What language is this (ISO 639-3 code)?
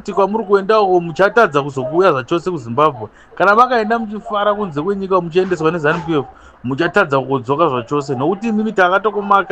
sna